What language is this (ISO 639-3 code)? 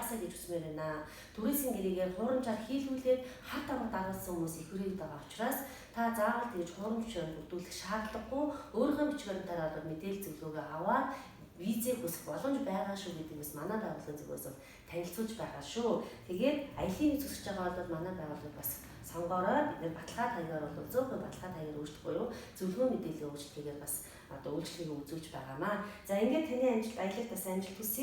mon